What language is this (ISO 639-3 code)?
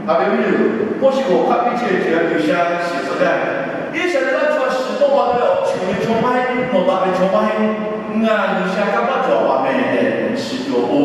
lhu